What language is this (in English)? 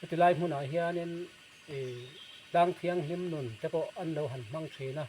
Mizo